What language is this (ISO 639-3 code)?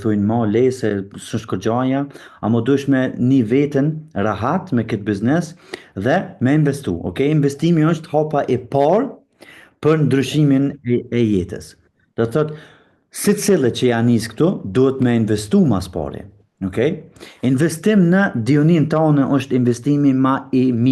sqi